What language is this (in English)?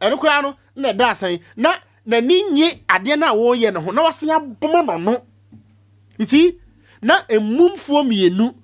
Akan